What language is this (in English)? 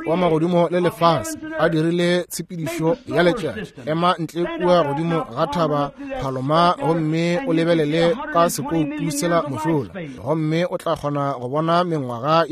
Northern Sotho